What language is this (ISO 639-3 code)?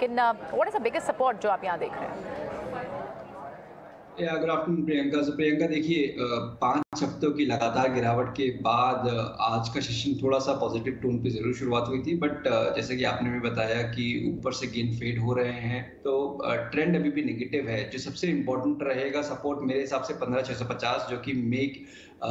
hin